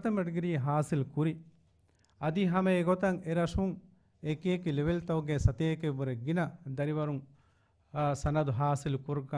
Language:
Divehi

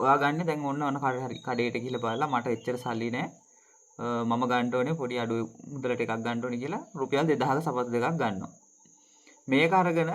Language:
Sinhala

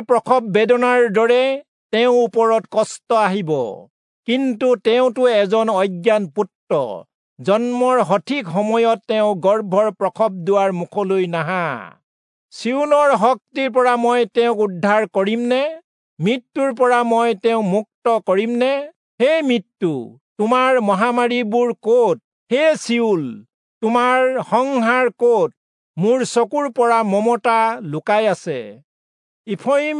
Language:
Assamese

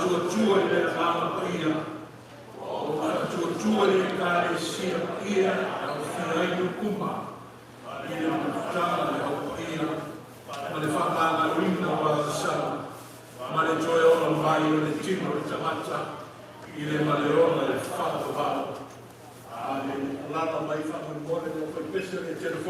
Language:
Samoan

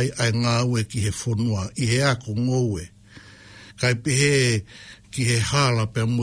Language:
Tongan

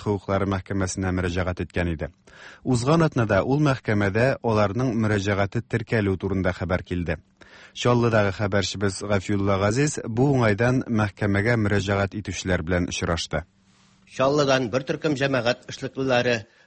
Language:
Tatar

